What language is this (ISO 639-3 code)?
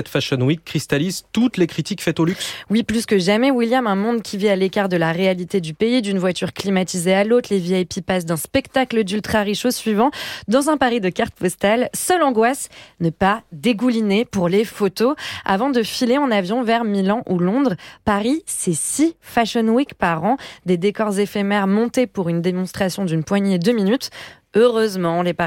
fra